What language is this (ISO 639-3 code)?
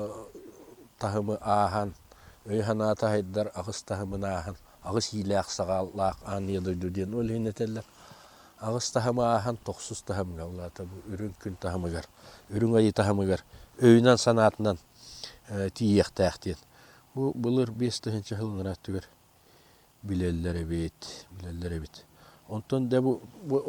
sah